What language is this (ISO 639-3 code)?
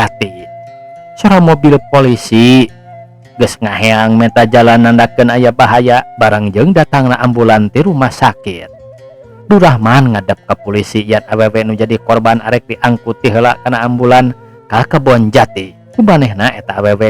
sun